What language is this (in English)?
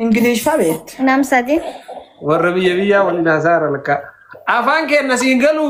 Oromo